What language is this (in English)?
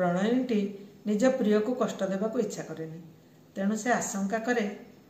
Odia